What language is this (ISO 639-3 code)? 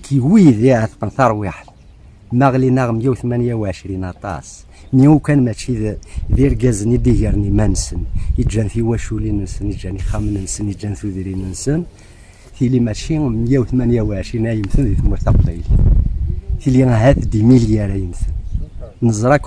kab